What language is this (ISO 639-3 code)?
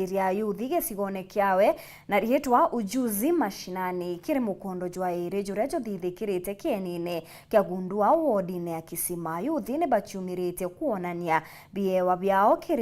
mer